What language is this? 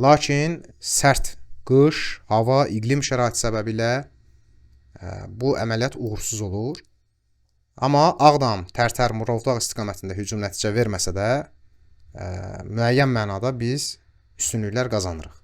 Azerbaijani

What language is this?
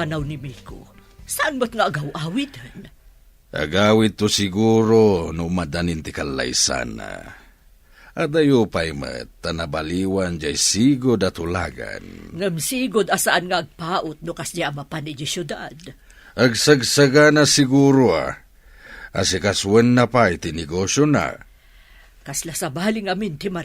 Iloko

